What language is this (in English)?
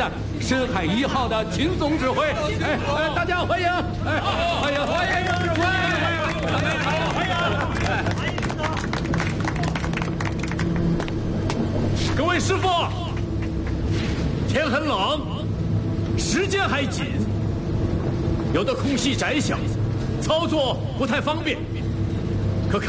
Chinese